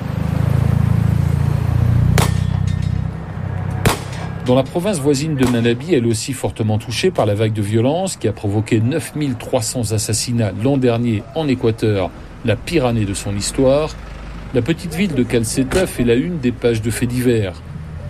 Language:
French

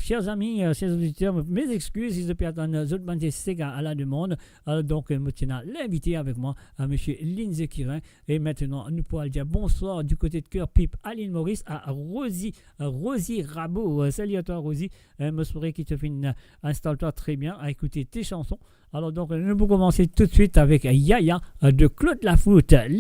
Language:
Morisyen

